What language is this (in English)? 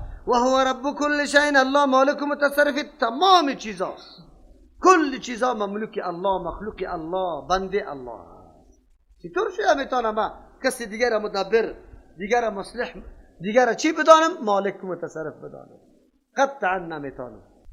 Persian